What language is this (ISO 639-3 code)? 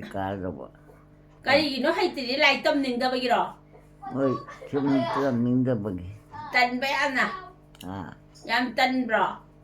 mni